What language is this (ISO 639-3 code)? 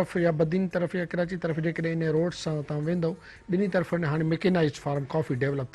snd